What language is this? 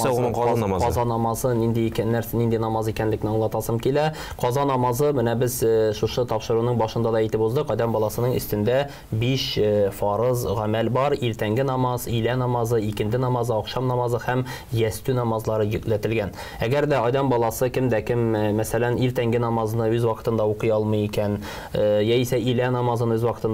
Tatar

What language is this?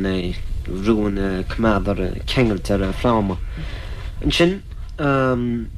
Irish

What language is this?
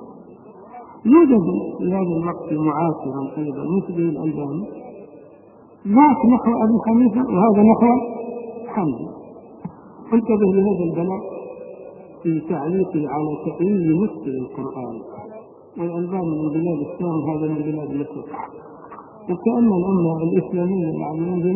Arabic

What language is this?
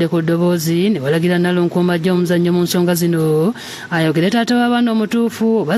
Ganda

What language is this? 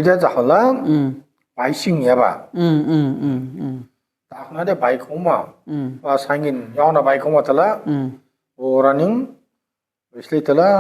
Dimasa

